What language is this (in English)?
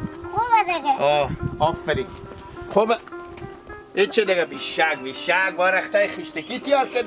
Hazaragi